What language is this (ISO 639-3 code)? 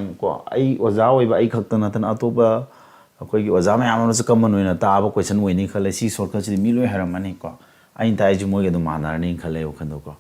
mni